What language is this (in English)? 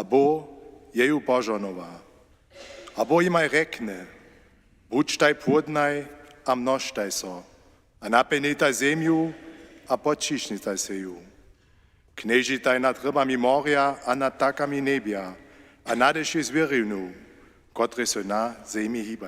Upper Sorbian